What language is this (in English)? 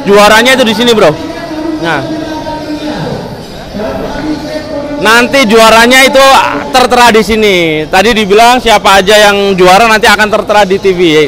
Indonesian